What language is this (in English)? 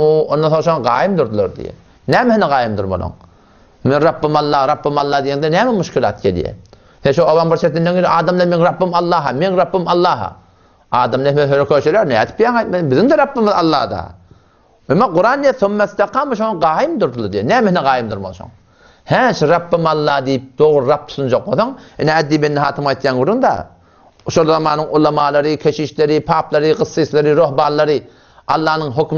Turkmen